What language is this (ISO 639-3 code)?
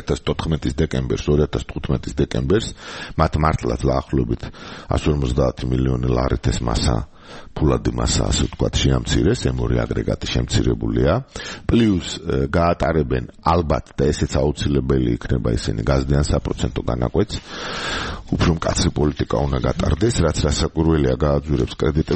kat